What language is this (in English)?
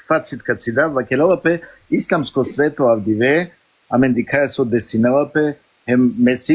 Balkan Romani